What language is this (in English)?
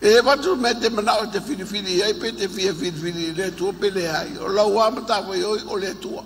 Samoan